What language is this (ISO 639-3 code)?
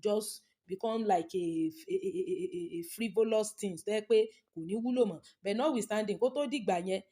yor